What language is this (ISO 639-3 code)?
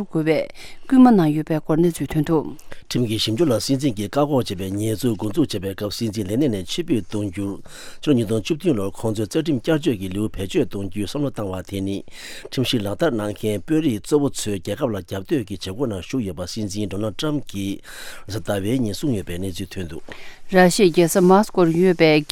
bod